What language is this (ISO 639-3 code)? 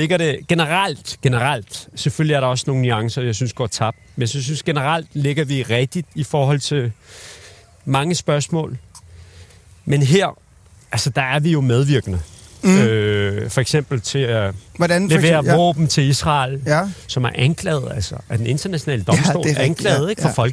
dan